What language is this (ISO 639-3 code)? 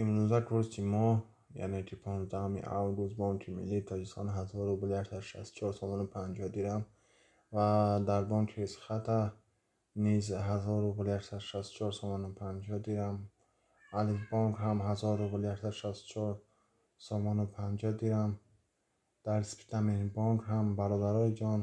tgk